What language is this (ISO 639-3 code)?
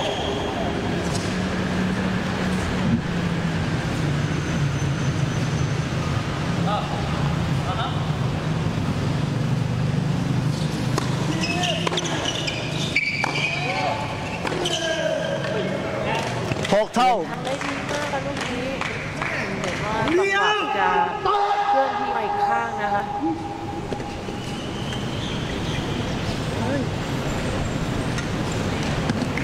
tha